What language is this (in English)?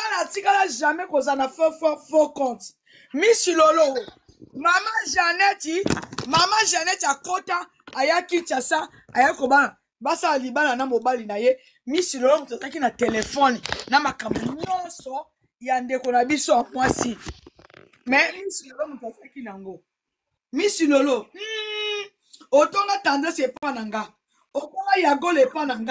Lingala